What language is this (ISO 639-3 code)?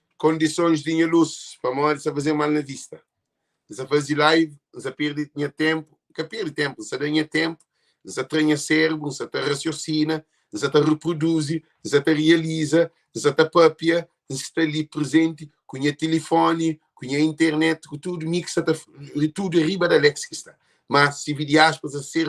kea